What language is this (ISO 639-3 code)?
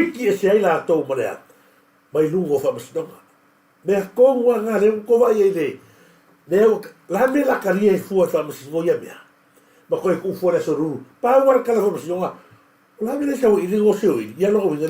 smo